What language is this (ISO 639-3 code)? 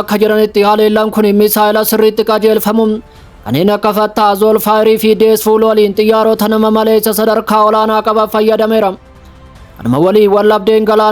orm